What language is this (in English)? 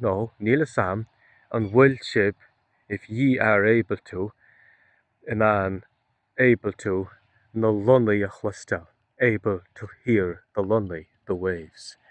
Irish